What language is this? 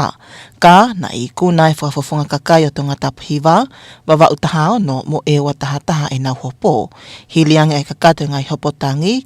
Tongan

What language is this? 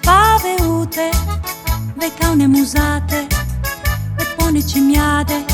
Friulian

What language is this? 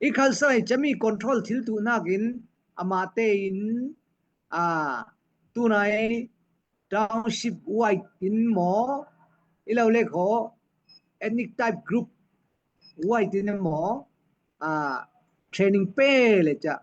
Falam Chin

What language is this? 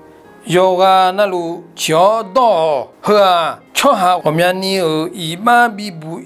Akha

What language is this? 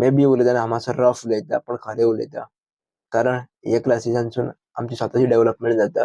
Konkani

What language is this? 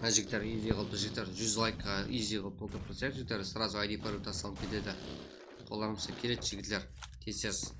Kara-Kalpak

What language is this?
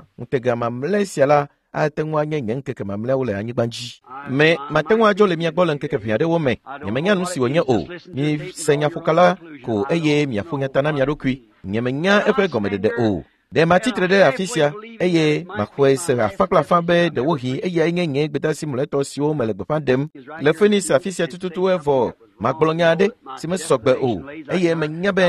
Ewe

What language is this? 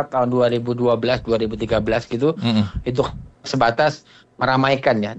Indonesian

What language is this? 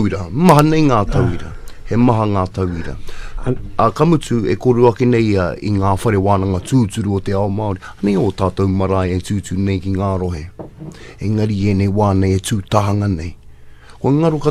Māori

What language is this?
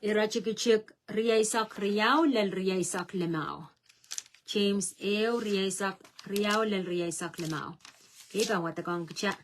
Pohnpeian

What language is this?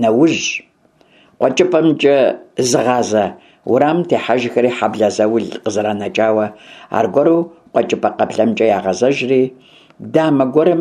Kabardian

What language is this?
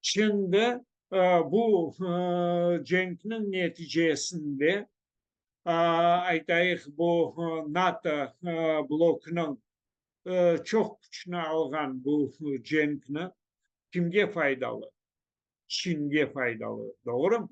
Crimean Tatar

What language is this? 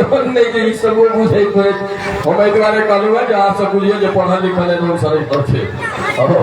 Maithili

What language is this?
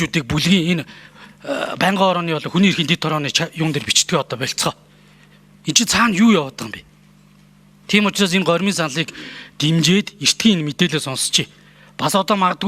Mongolian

